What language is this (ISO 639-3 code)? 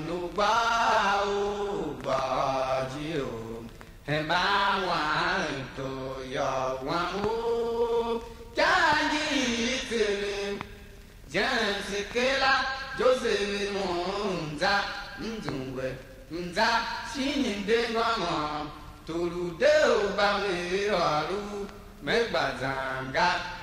tiv